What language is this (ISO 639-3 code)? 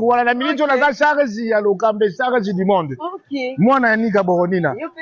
lin